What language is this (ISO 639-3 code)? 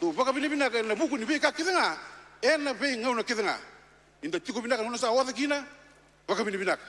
fij